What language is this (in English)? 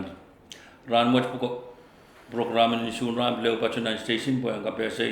Pohnpeian